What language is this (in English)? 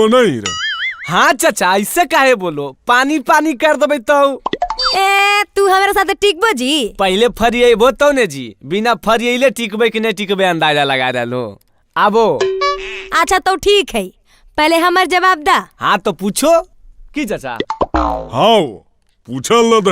Magahi